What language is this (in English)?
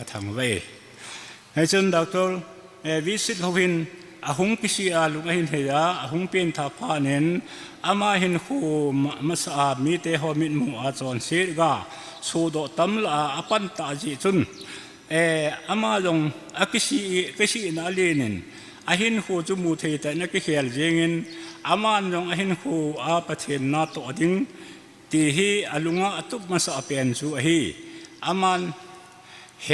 Thado Chin